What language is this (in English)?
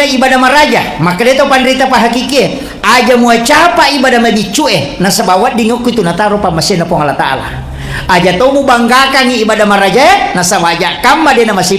Buginese